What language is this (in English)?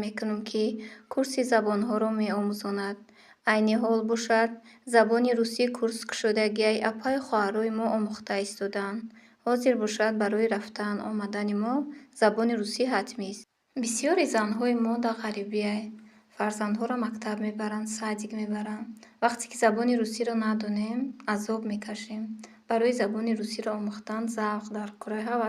Tajik